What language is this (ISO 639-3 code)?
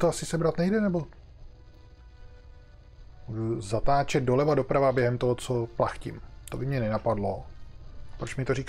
ces